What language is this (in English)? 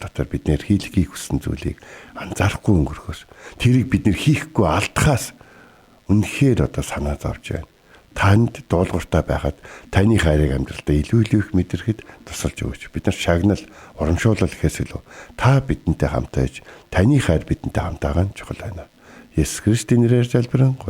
Mongolian